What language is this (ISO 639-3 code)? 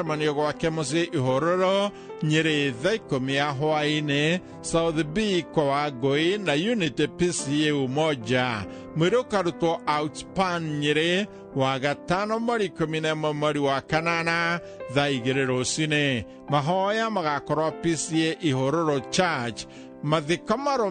kik